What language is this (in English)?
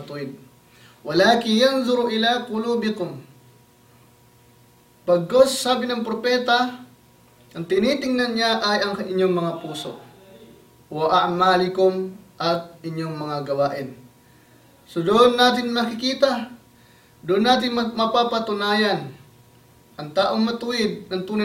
Filipino